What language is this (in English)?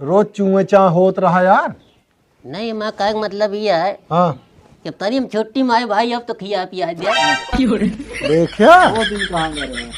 Awadhi